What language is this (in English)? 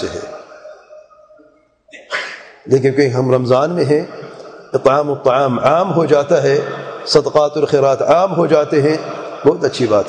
Urdu